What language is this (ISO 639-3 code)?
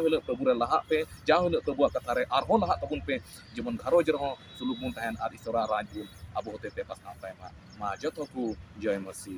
sat